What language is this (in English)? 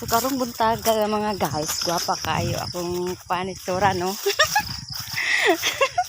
Cebuano